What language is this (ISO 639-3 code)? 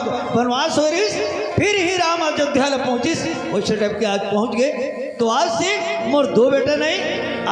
hne